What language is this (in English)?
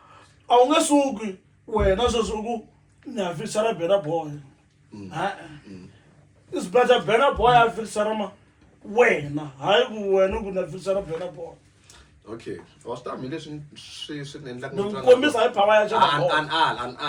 Tsonga